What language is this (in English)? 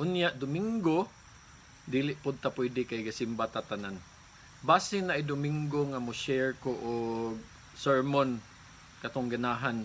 Cebuano